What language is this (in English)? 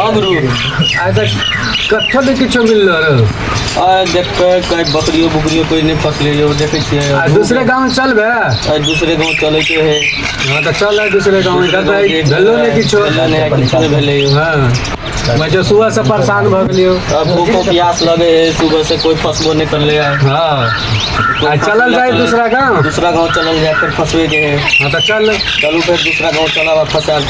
Maithili